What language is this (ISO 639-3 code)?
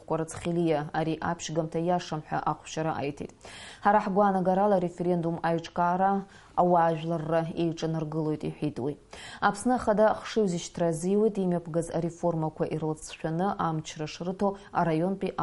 abk